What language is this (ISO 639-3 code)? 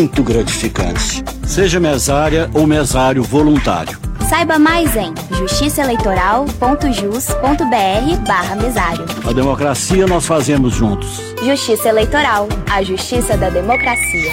por